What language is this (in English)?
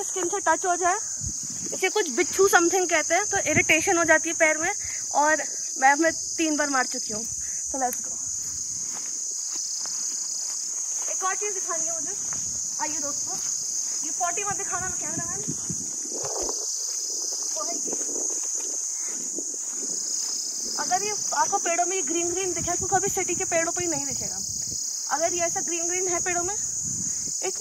Hindi